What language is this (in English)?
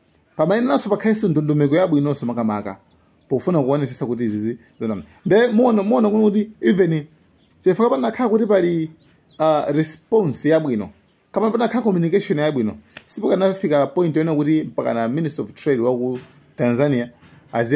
Nyanja